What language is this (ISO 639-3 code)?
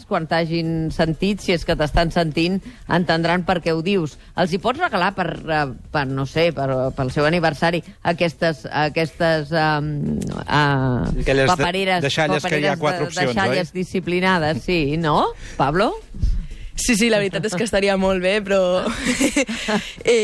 cat